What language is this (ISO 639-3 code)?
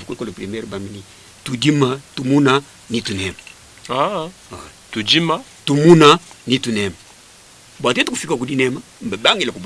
lua